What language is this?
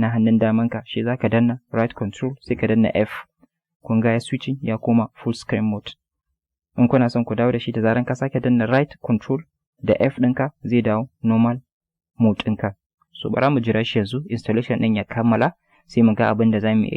Hausa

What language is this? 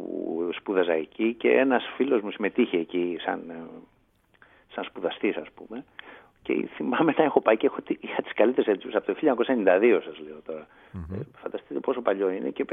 Greek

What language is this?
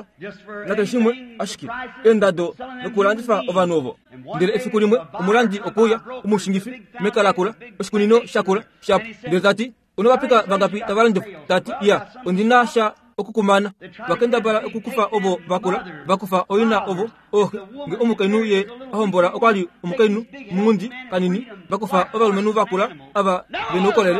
Kuanyama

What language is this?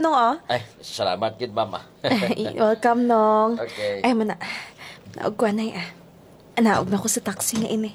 Hiligaynon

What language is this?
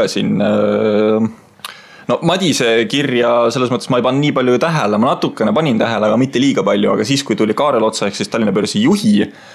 Estonian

